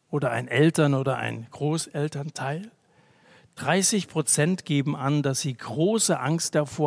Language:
German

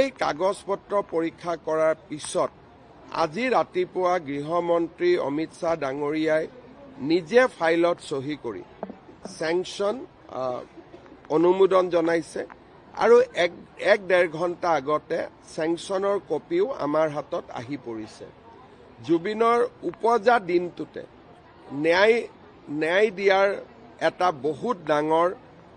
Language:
Assamese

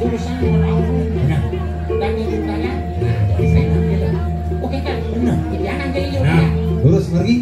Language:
Balinese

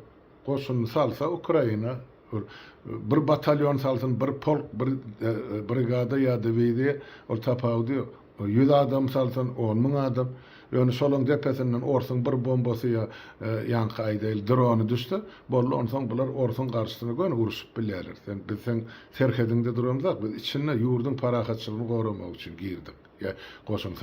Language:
Turkmen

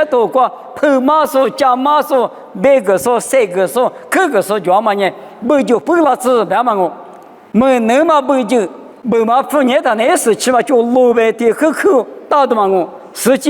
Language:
Lisu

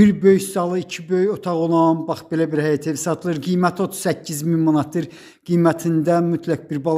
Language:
Azerbaijani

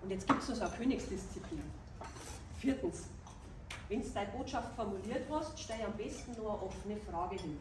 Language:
Bavarian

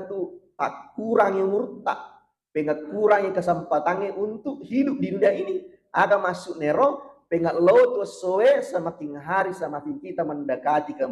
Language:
Buginese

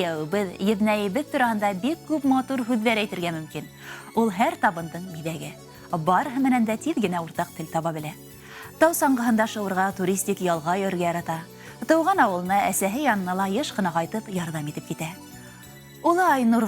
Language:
Bashkir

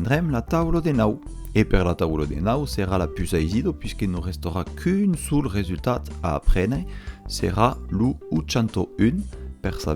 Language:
Occitan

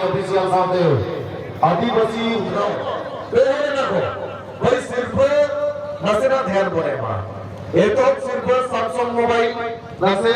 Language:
Santali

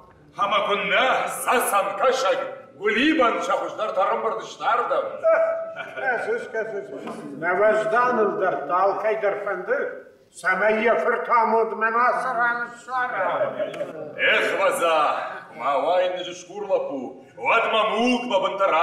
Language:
Ossetic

